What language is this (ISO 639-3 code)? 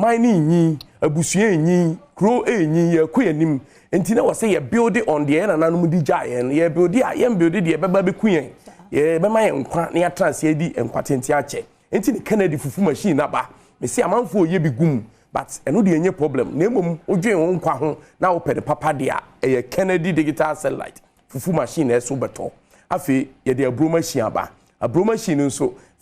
aka